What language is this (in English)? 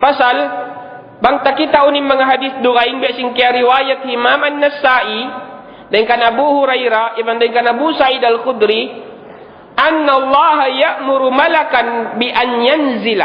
Tausug